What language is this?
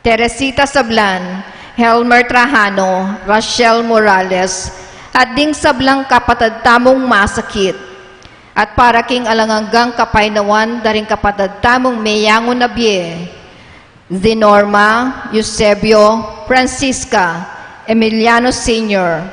Pampanga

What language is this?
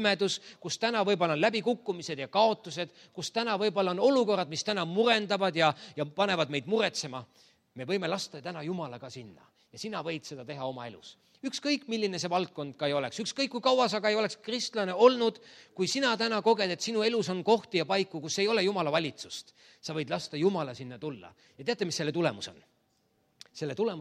Estonian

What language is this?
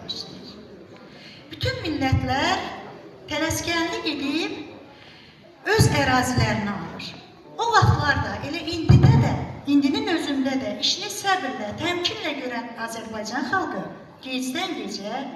Azerbaijani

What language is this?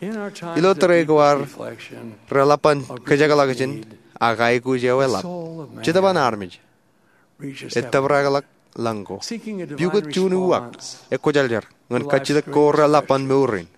Marshallese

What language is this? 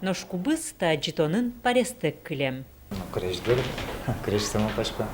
Udmurt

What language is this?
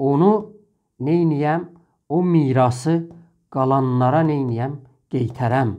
South Azerbaijani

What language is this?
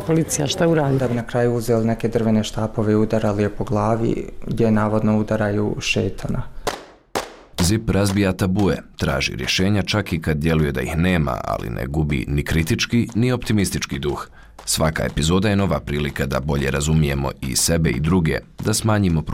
Bosnian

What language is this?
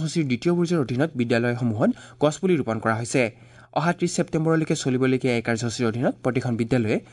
Assamese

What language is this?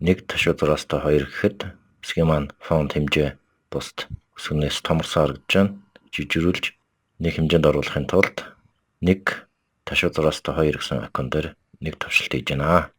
Mongolian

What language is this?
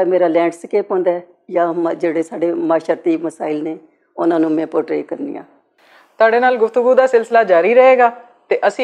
Western Panjabi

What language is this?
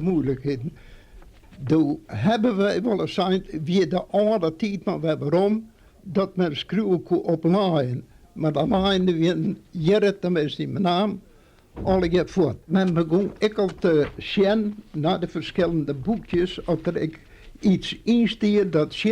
Western Frisian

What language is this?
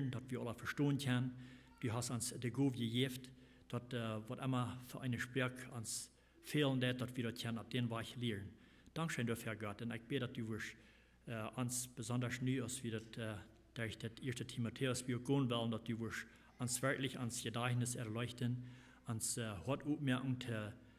Plautdietsch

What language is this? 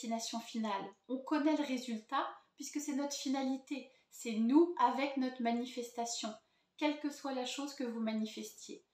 French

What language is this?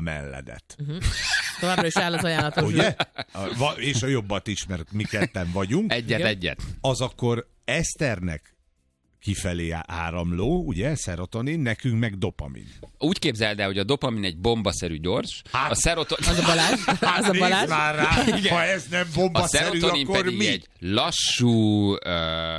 Hungarian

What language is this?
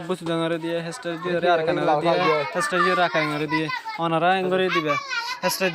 Rohingya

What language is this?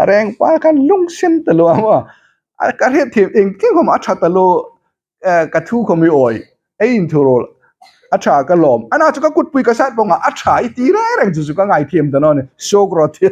Hmar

